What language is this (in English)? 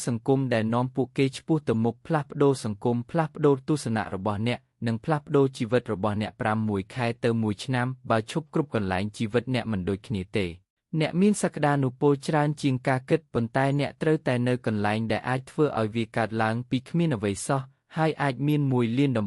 Khmer